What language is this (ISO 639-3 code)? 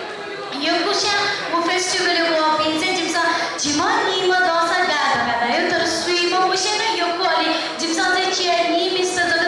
new